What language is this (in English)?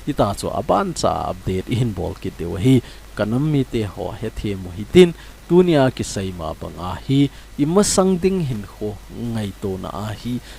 Thado Chin